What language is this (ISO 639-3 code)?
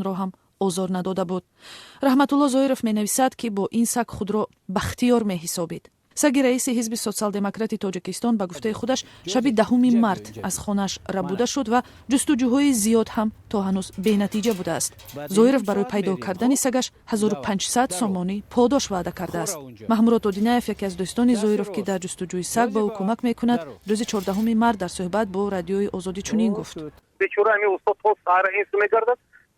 tgk